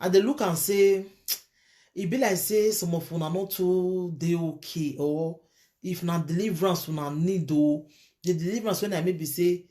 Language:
Nigerian Pidgin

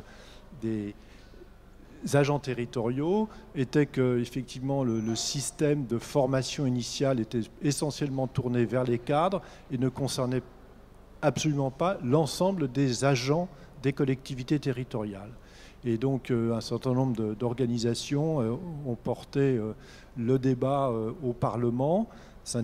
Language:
French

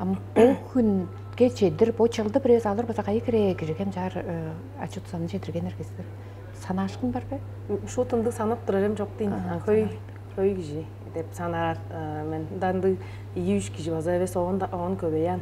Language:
Tuvinian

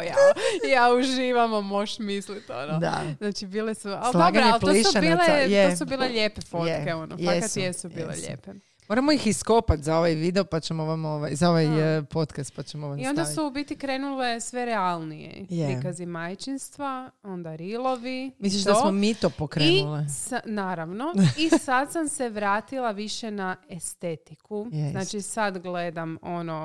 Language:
Croatian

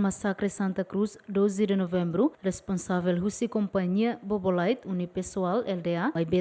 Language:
Tetum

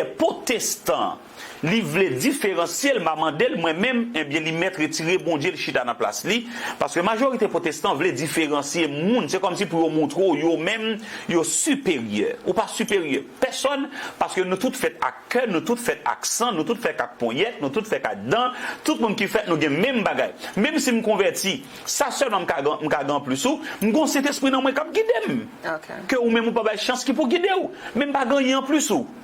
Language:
Haitian Creole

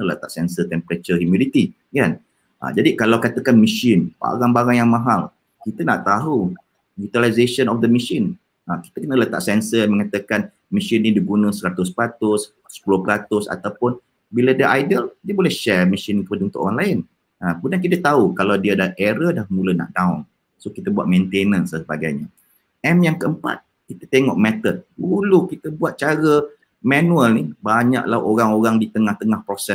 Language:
Malay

